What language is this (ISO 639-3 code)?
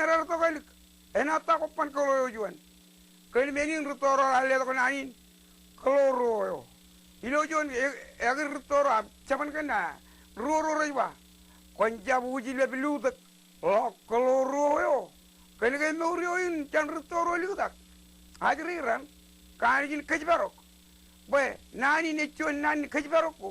mah